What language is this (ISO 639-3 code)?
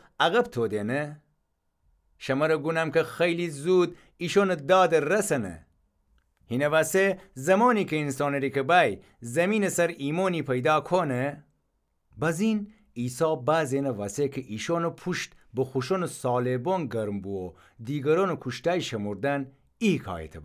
glk